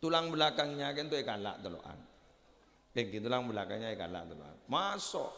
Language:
Madurese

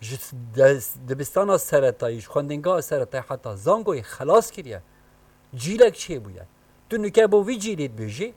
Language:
Kurdish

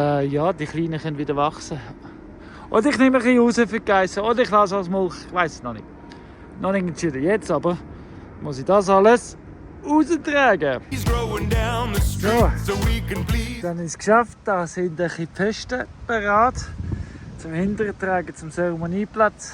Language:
Swiss German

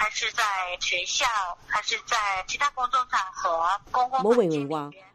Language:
Cantonese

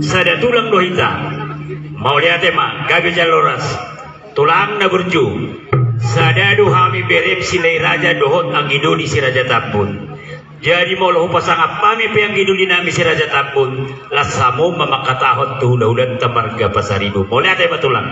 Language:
Batak Toba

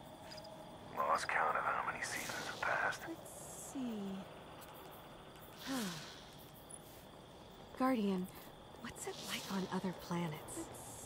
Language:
English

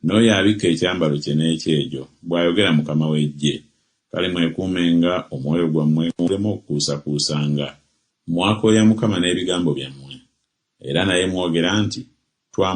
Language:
Ganda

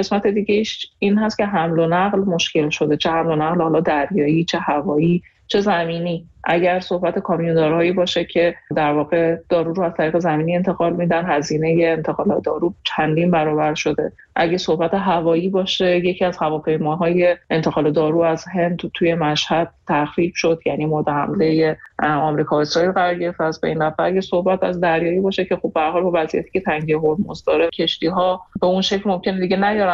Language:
Persian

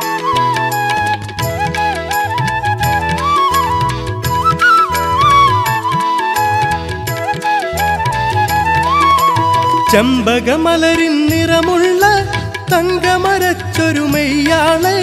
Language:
Malayalam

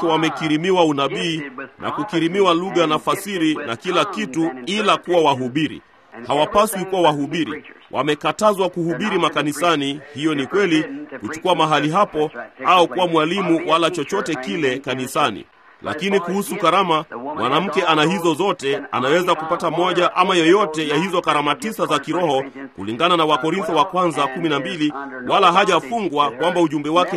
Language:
Swahili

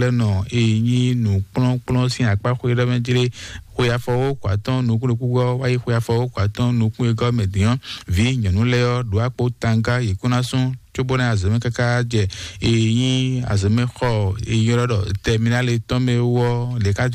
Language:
Fon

